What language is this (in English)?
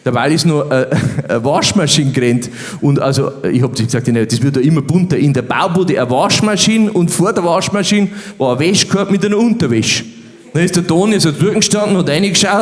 Bavarian